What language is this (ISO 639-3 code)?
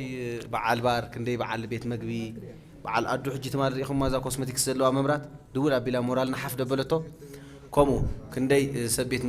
tir